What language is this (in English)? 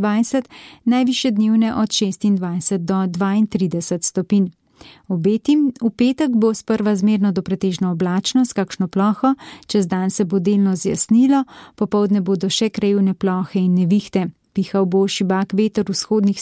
Slovenian